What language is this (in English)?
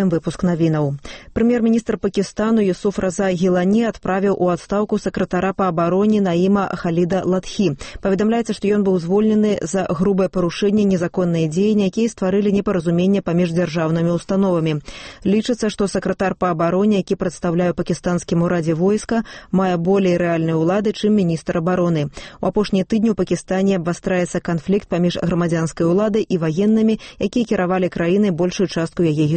Belarusian